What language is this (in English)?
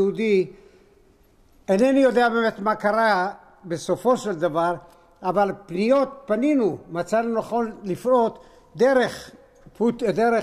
Hebrew